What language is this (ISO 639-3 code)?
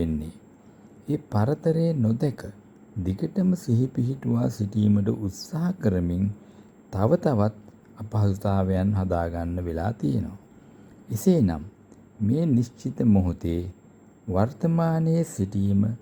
sin